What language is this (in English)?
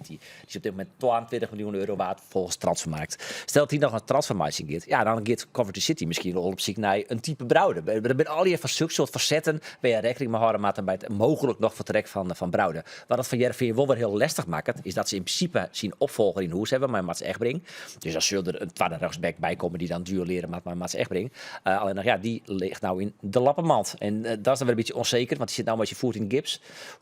Western Frisian